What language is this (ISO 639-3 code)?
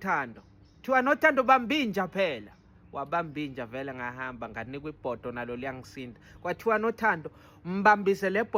zul